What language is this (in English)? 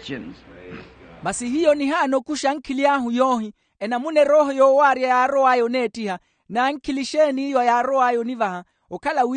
Makhuwa